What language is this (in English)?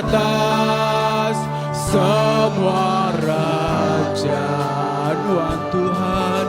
Iban